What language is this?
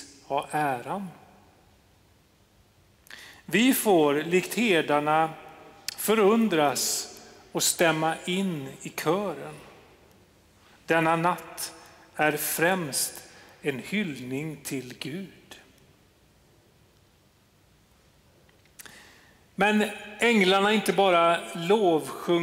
Swedish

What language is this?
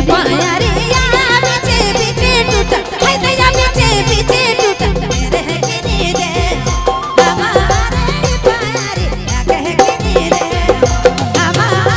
Sadri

